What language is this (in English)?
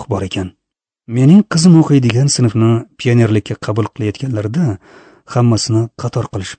Uzbek